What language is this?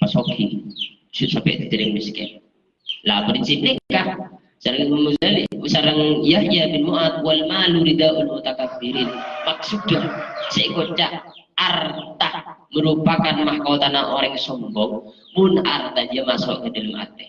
Madurese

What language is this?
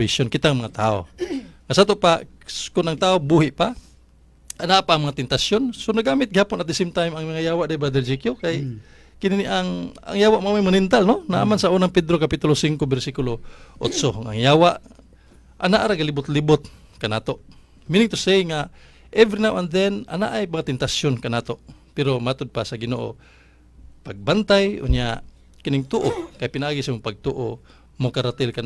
Cebuano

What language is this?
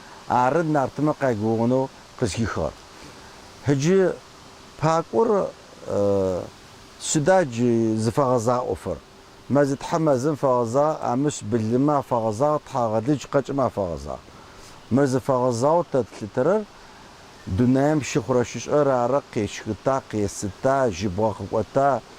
Adyghe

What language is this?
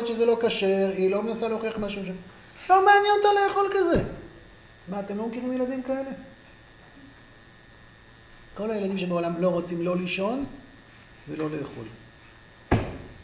Hebrew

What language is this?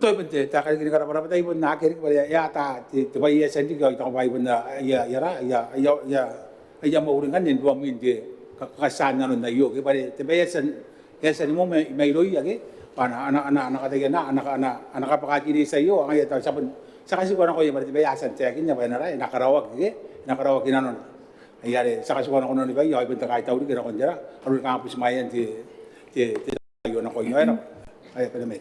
Gilbertese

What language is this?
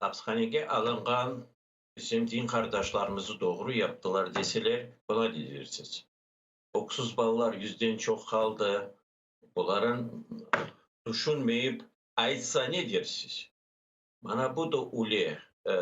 Crimean Tatar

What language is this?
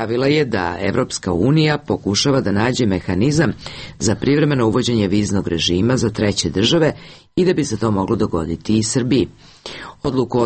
Serbian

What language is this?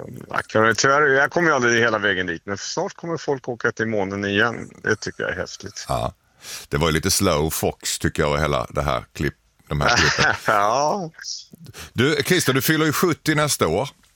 Swedish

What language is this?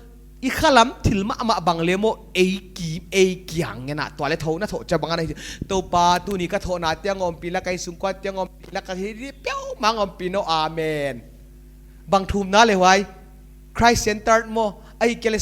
Paite Chin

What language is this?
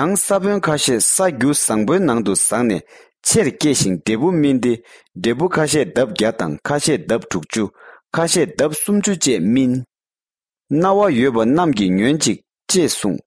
Tibetan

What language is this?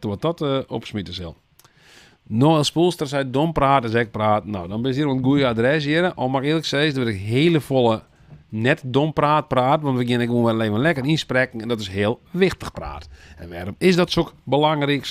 Western Frisian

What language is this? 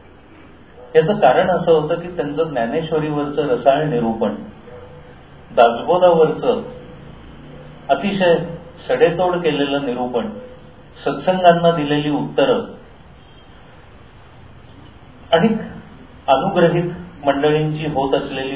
Marathi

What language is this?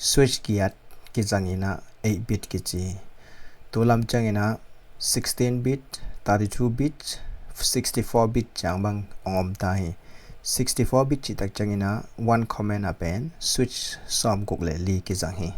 Tedim Chin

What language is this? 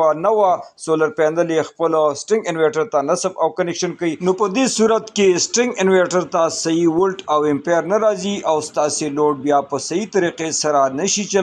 Pashto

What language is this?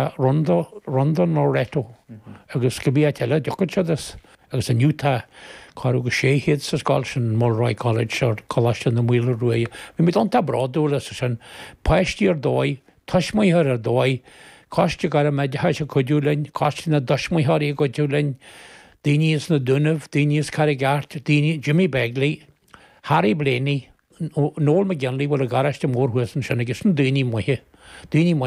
Irish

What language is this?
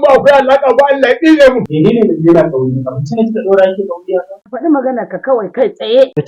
Hausa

